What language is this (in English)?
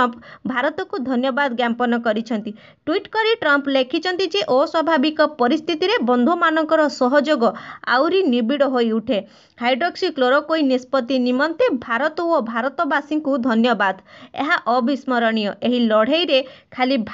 Odia